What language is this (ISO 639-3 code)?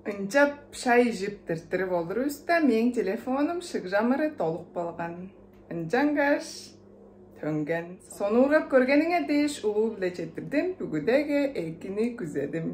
tyv